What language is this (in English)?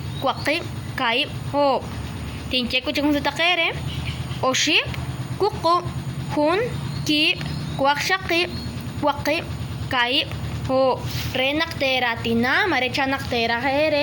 Kekchí